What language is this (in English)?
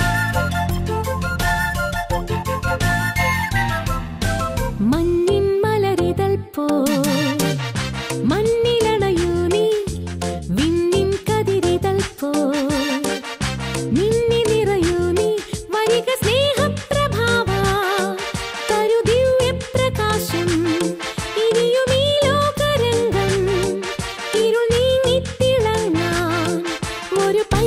Malayalam